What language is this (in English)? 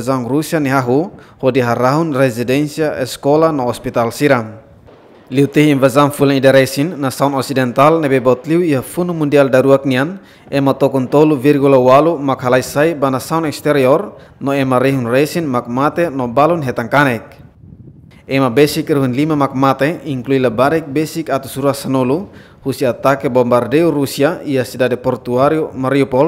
Tetum